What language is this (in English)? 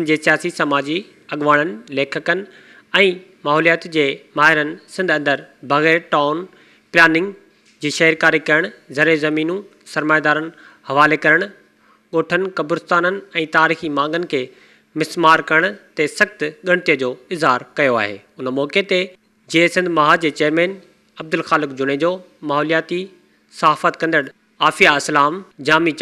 Sindhi